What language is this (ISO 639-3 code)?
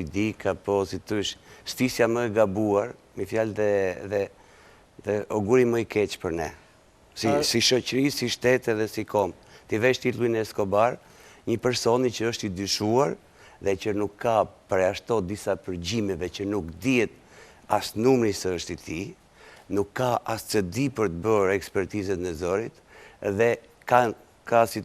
sqi